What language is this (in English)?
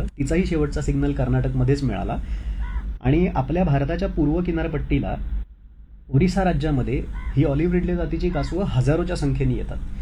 Marathi